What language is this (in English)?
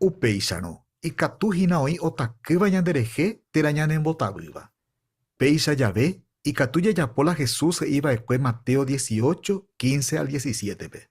Guarani